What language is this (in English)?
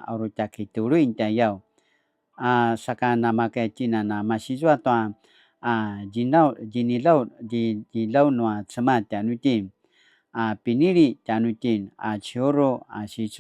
Paiwan